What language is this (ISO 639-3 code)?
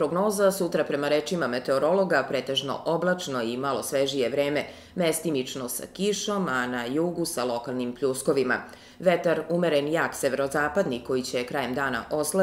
srp